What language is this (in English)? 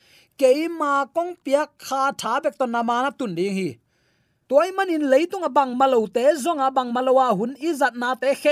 Tedim Chin